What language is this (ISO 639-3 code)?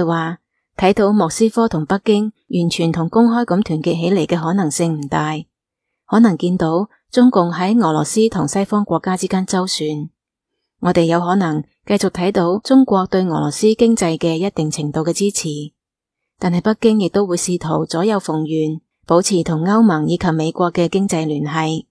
yue